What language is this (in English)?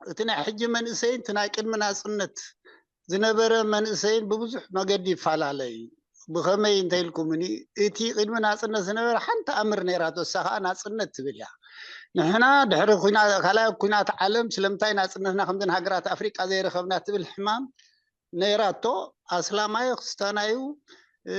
Tigrinya